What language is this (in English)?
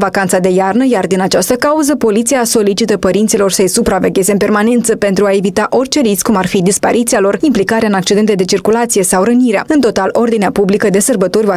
Romanian